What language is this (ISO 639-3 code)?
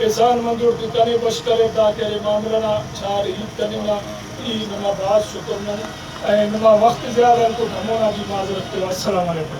brh